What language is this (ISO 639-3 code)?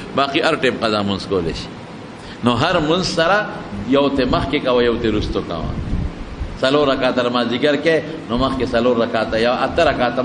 pus